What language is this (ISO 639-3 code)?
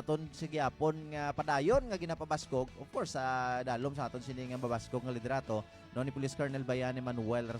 hil